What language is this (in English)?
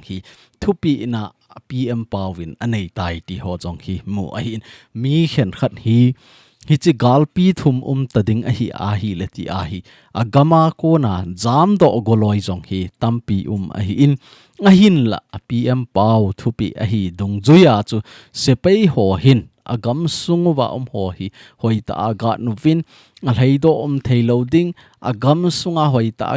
Thado Chin